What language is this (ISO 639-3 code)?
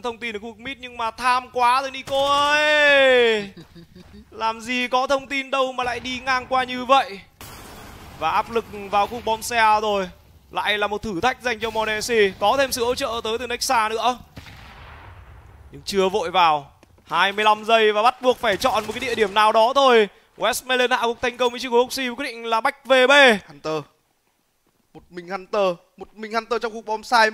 vie